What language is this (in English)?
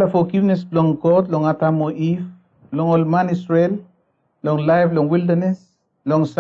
Bislama